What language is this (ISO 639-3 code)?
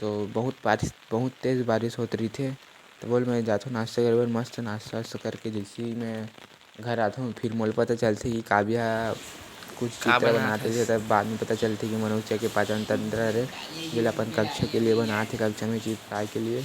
hne